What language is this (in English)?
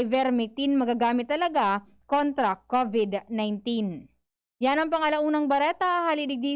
Bikol